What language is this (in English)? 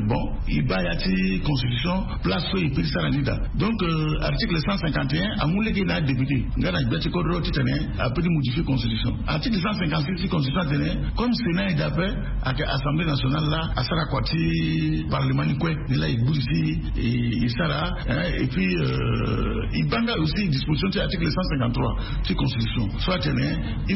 Sango